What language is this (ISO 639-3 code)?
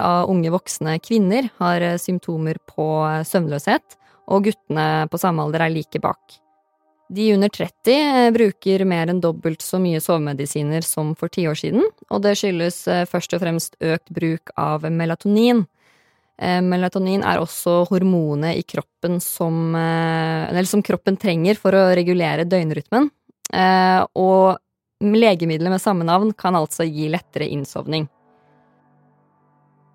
nor